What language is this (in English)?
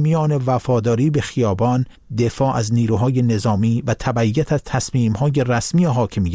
Persian